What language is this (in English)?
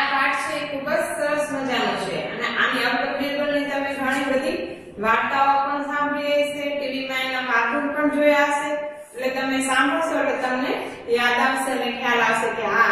Gujarati